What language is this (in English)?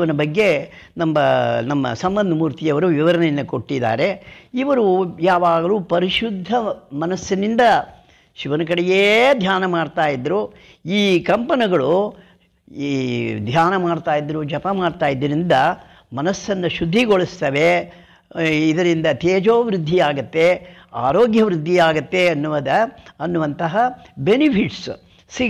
Kannada